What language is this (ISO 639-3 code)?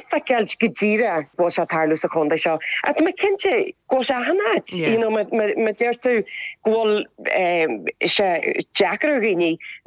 gle